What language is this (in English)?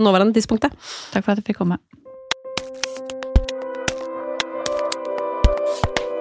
Norwegian